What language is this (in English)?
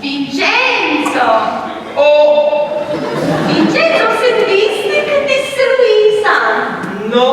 Sicilian